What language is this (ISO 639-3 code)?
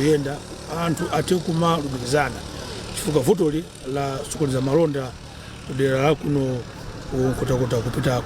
nya